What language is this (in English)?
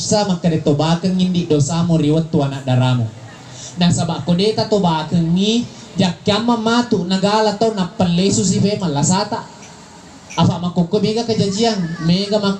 Buginese